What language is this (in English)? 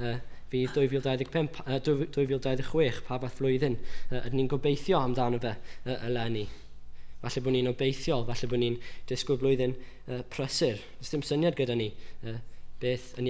Welsh